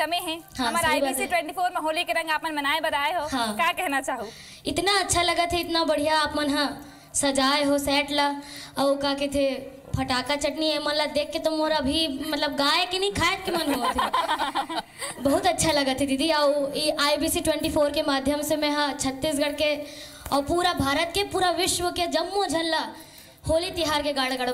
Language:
Chhattisgarhi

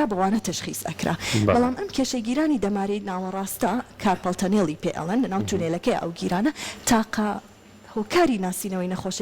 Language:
Central Kurdish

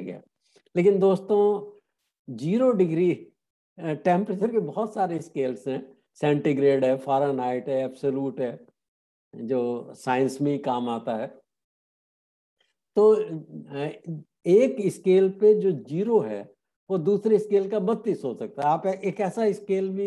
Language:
Hindi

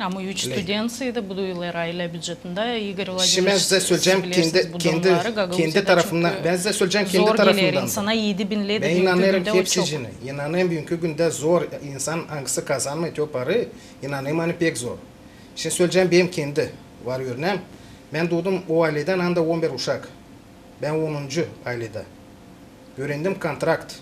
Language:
Gagauz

